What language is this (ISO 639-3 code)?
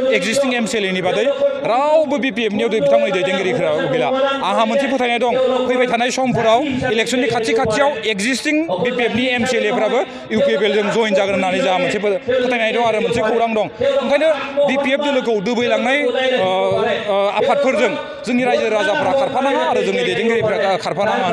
brx